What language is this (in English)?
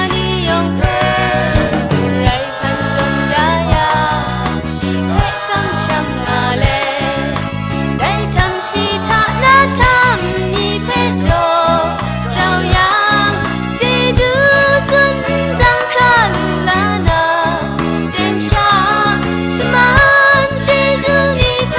Kachin